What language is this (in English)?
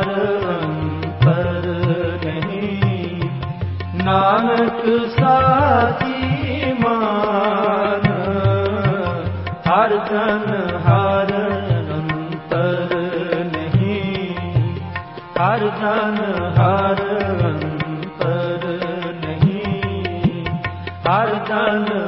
Punjabi